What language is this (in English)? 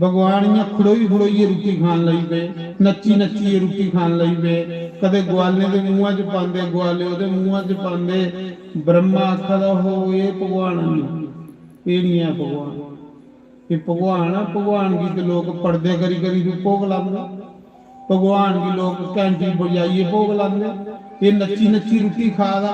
Dogri